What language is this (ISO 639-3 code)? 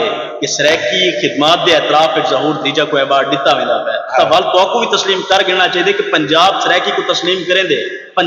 skr